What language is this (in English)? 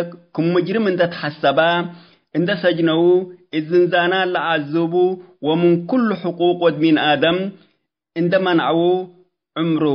Tigre